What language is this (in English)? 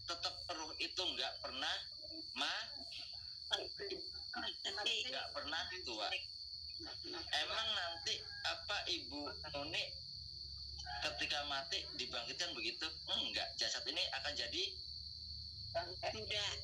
Indonesian